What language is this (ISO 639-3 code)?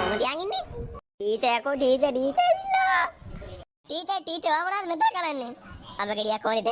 sin